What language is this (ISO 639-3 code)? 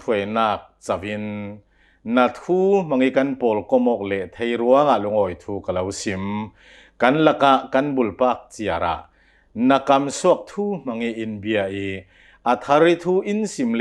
cnh